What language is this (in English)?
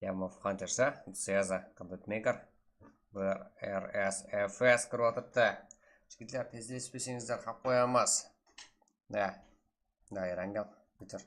Kara-Kalpak